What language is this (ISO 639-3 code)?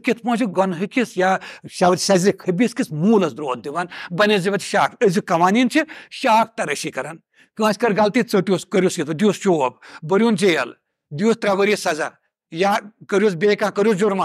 kas